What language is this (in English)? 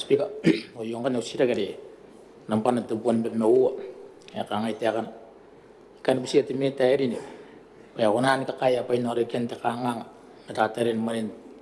Gilbertese